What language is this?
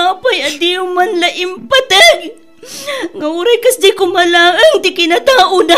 Iloko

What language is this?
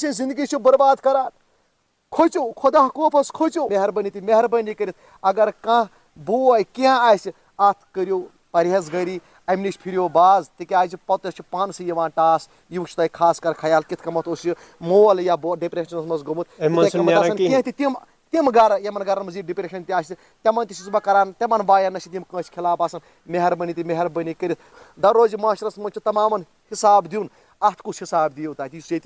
Kashmiri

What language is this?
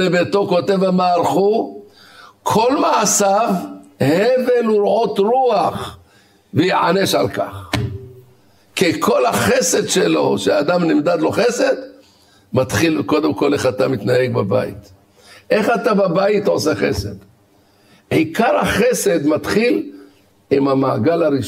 Hebrew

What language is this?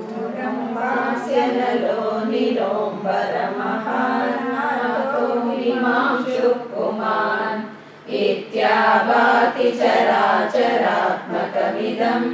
Kannada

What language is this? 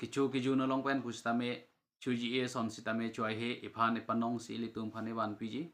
Karbi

